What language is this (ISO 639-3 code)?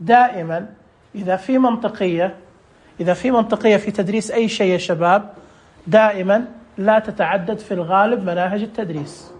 ars